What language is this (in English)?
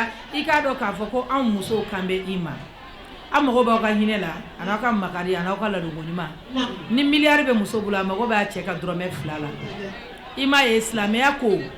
Bambara